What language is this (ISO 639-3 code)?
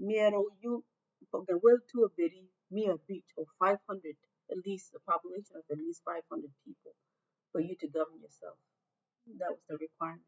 ach